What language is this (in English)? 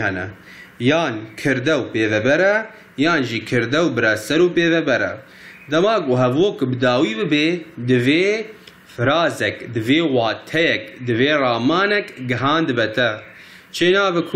Kurdish